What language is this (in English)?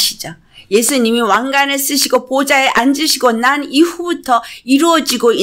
Korean